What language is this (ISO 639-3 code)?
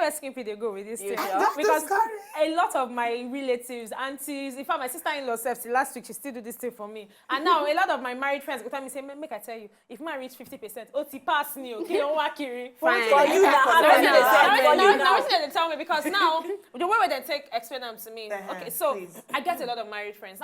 pcm